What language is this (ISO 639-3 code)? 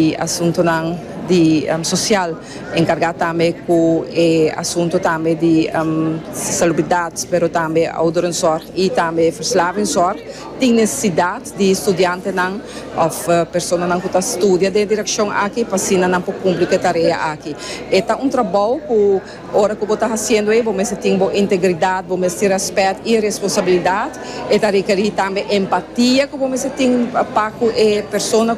pap